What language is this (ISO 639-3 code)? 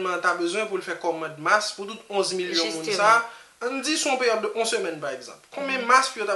hat